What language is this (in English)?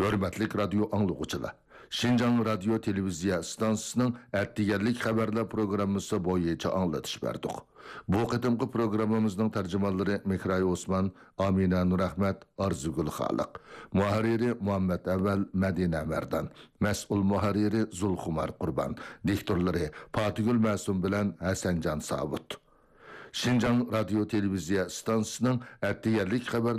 Uyghur